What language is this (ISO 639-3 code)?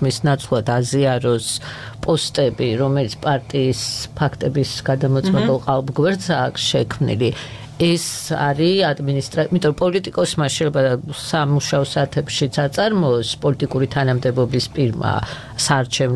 kat